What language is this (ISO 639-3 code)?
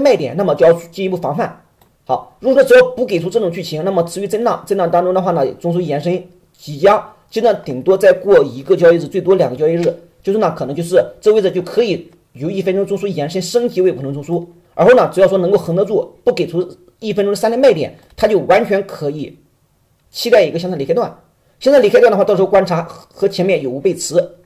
zho